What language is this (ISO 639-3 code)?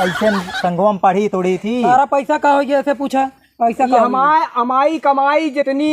awa